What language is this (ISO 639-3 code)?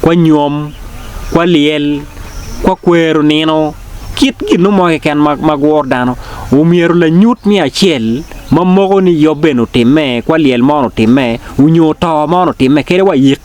ach